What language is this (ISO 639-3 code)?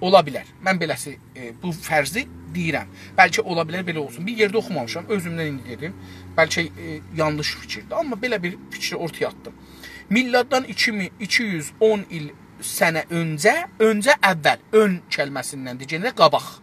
azb